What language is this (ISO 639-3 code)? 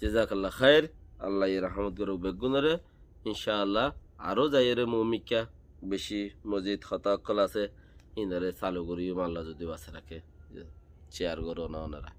rhg